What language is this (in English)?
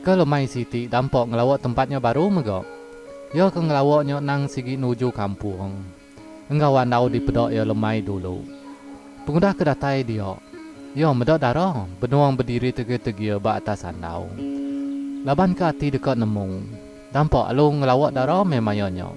Iban